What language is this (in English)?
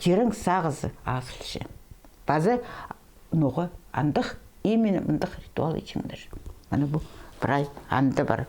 Khakas